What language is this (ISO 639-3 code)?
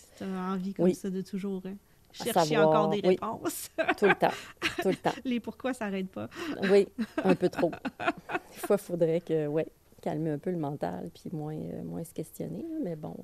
fra